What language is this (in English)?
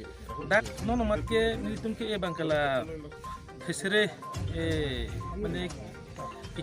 Karbi